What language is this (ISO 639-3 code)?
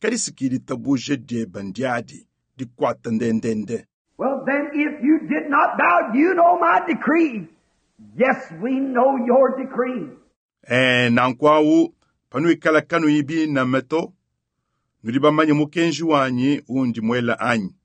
lua